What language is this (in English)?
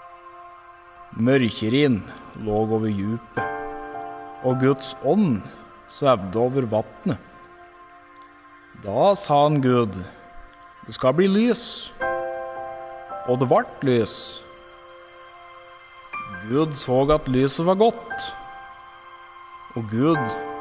Norwegian